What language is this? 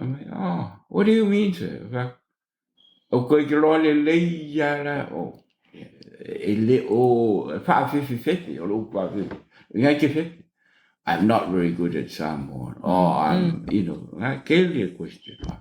Samoan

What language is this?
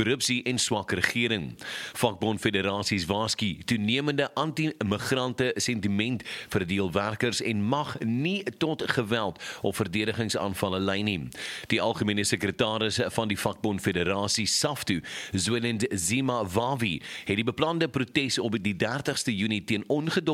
Afrikaans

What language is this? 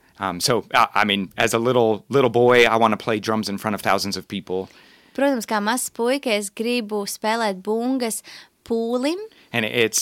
Latvian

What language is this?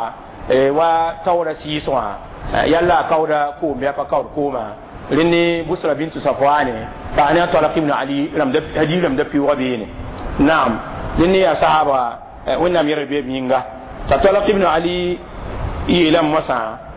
Mossi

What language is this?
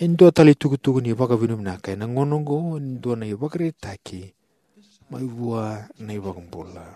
Fijian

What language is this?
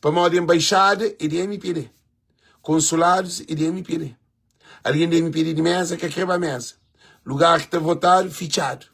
Kabuverdianu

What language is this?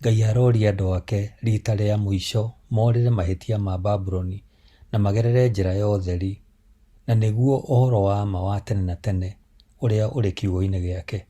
Kikuyu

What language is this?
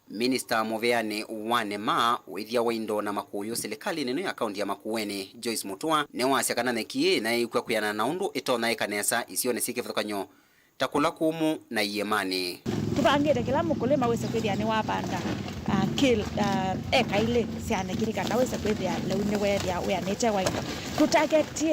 Kamba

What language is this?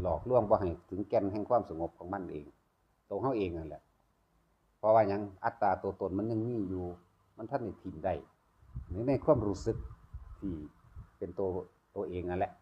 Northeastern Thai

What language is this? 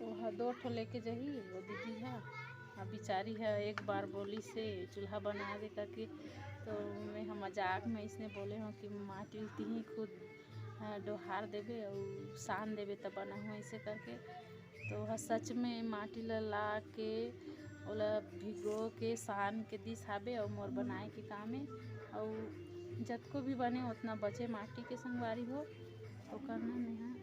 Chhattisgarhi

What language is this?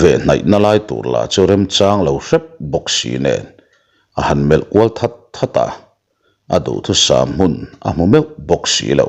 Mizo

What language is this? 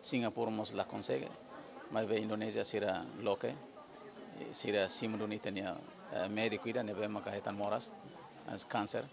Tetum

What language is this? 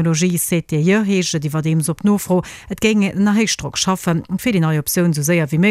Luxembourgish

